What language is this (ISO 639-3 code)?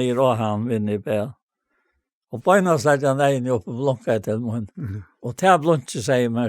fao